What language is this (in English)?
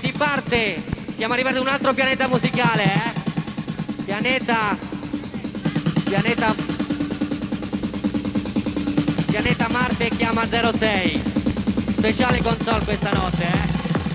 Italian